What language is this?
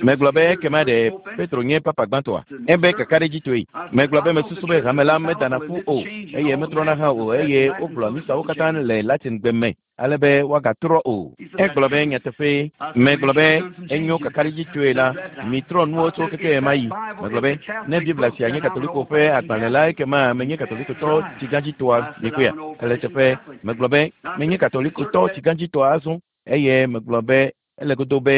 Ewe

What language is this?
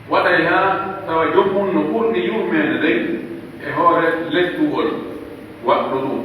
Pular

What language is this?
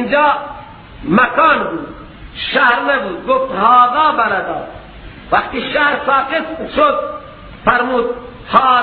Persian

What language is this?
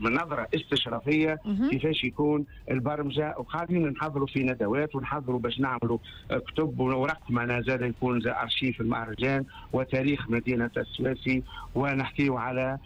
Tunisian Arabic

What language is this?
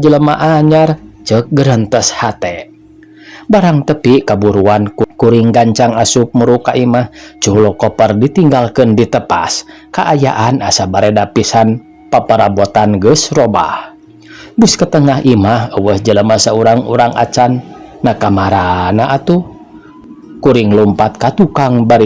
Sundanese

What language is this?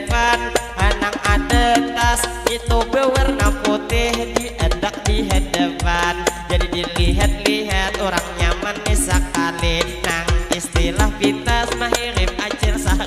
Banjar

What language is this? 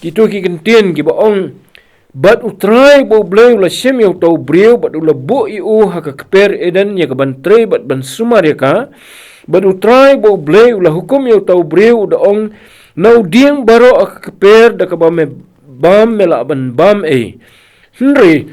Khasi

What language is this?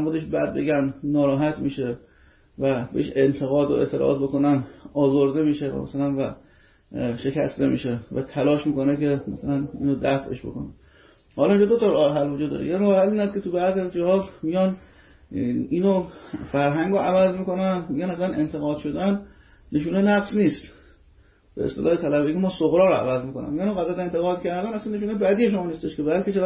Persian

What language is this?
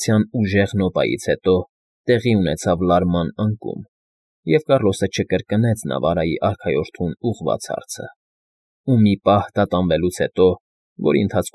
Armenian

